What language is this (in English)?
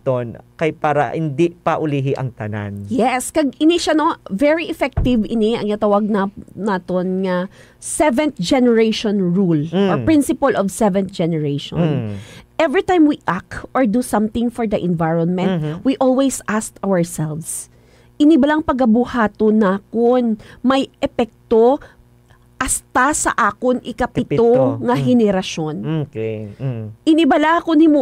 Hiligaynon